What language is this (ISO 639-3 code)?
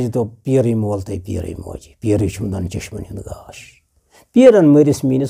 kas